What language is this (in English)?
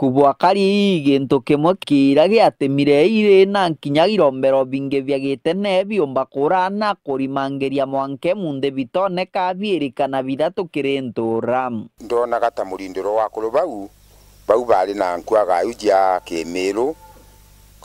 Meru